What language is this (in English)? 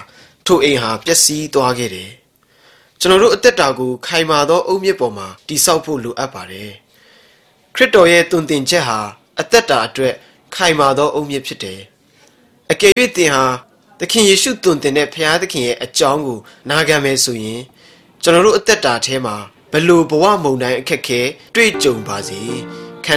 Burmese